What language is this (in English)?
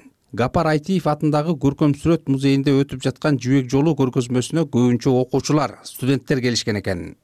Kyrgyz